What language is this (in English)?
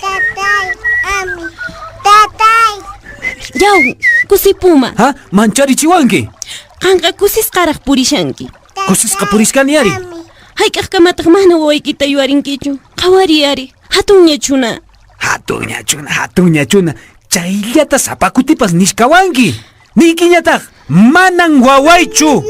Quechua